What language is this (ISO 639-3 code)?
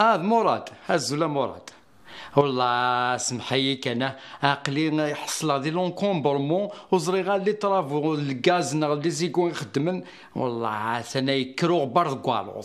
kab